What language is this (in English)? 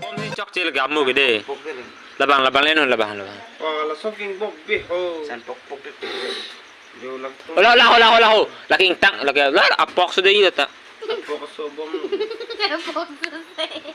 Karbi